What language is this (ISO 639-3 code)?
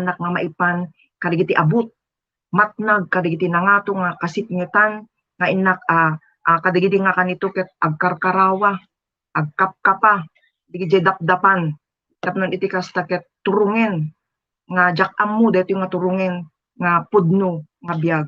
ilo